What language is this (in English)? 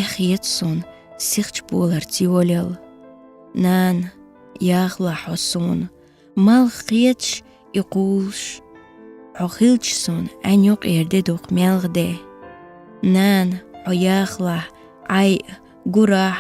Chechen